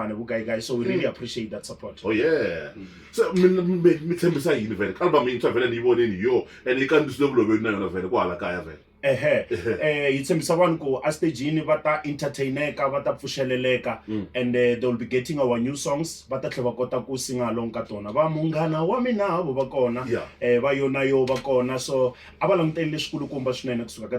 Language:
Tsonga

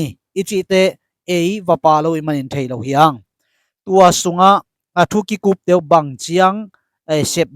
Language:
Tedim Chin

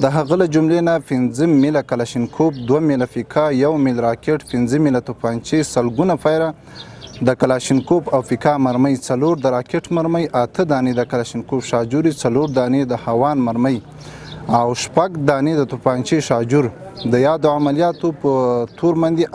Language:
Pashto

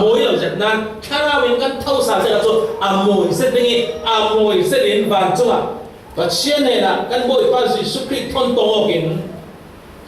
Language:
Falam Chin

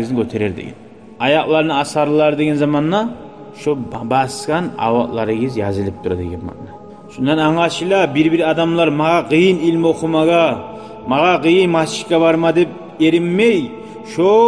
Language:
Kumyk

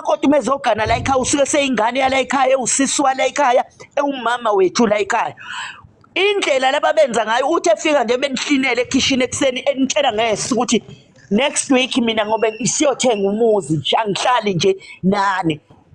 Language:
Zulu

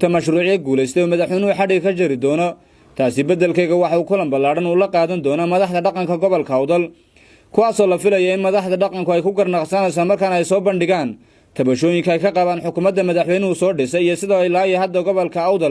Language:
Somali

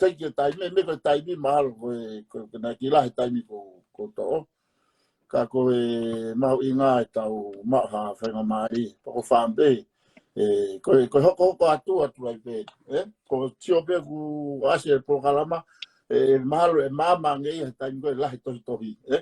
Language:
Tongan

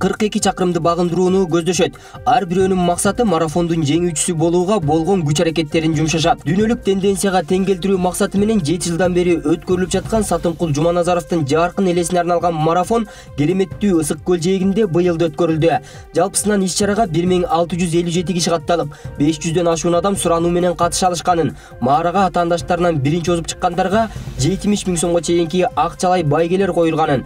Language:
Kyrgyz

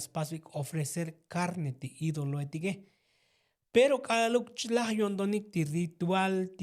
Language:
Tzotzil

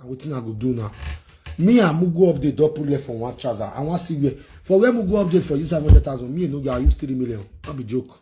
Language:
Nigerian Pidgin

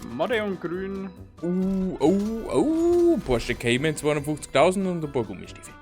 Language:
Bavarian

